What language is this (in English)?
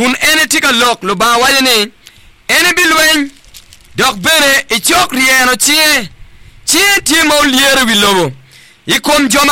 Acoli